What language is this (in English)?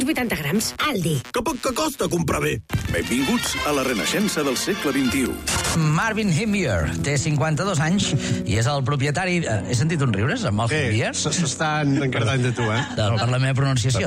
Catalan